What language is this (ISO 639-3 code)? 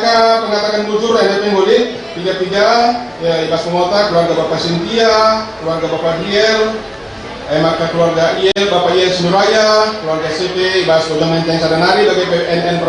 btx